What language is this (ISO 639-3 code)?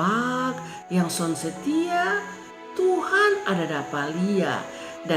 mkn